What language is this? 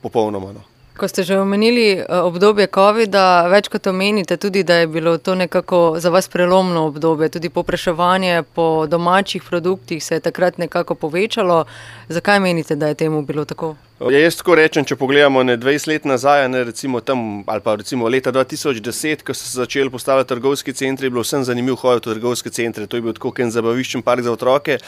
Slovenian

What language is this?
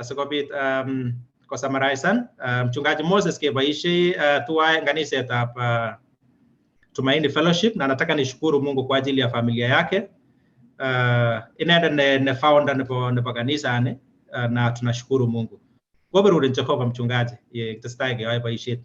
Kalenjin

